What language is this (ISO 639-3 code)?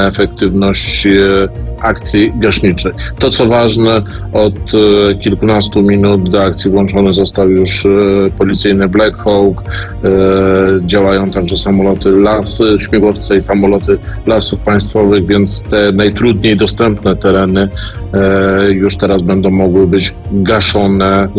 pol